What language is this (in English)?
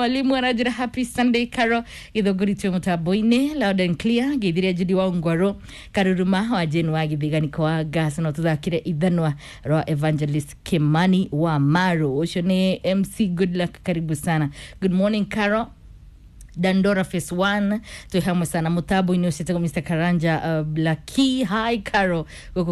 Kikuyu